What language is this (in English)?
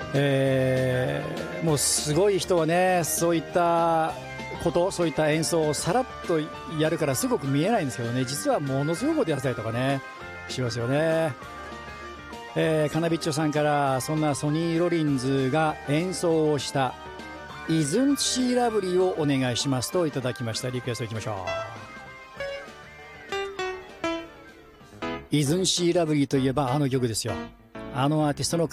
Japanese